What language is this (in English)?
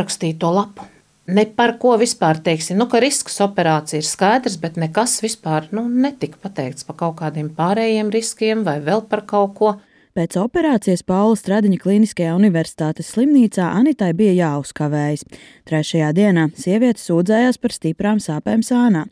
Latvian